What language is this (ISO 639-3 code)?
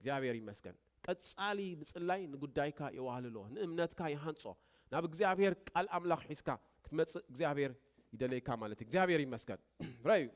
tir